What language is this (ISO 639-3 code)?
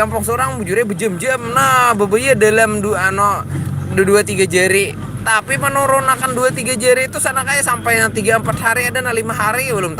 bjn